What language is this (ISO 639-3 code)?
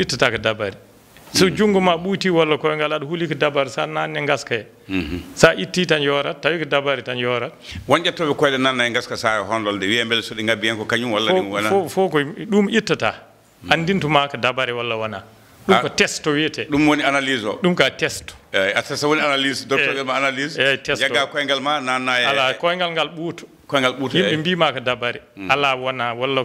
ful